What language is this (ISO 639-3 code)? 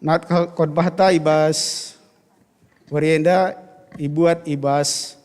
btx